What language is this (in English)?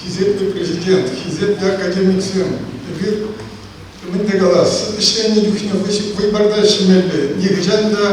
Chuvash